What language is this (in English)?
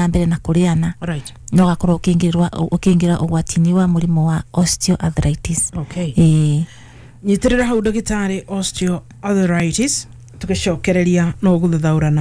Kikuyu